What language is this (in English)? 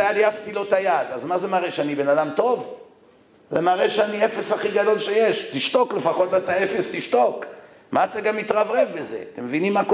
Hebrew